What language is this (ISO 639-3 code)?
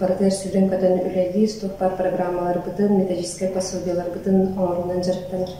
sah